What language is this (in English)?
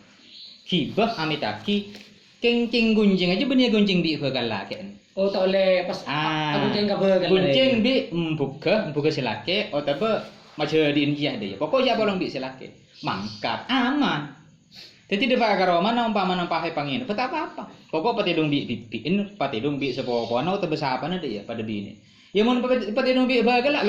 Madurese